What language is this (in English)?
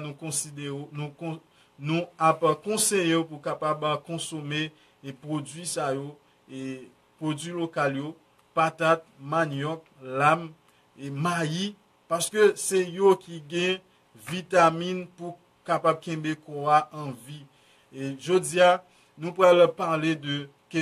Haitian Creole